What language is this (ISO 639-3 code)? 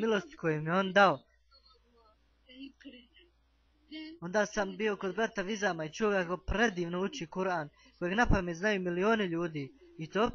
bos